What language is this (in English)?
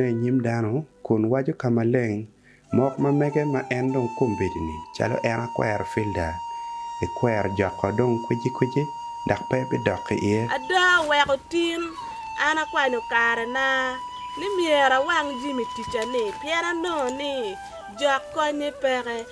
Acoli